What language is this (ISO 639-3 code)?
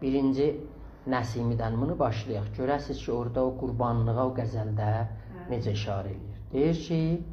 azb